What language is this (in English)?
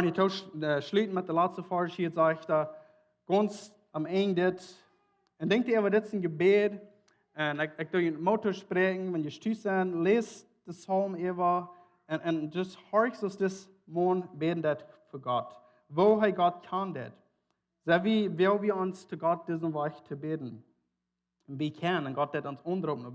Plautdietsch